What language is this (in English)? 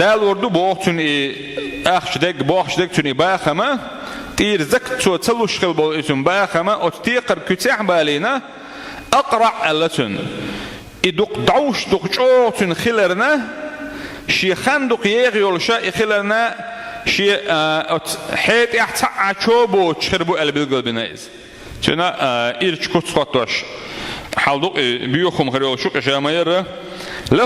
Chechen